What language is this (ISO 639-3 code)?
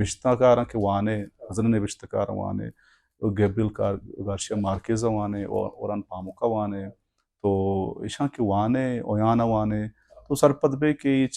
bal